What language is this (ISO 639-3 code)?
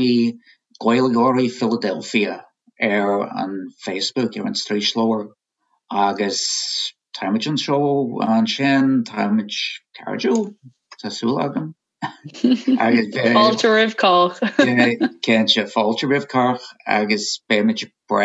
gle